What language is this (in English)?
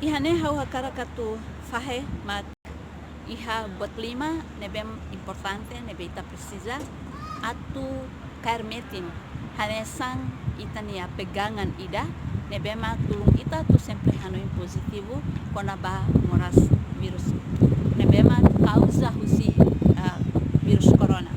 Tetum